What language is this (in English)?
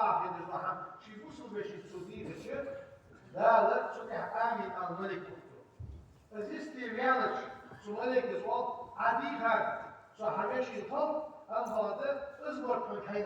Ingush